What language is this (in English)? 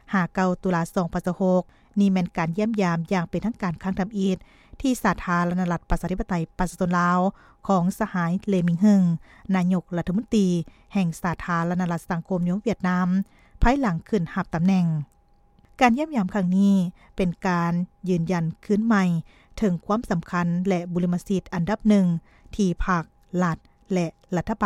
Lao